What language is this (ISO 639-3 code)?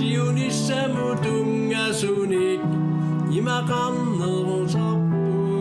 kal